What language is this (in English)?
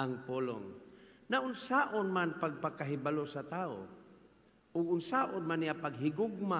Cebuano